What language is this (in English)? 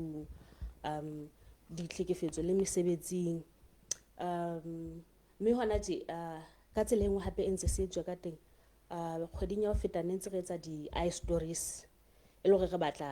Southern Sotho